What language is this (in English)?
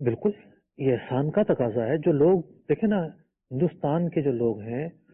Urdu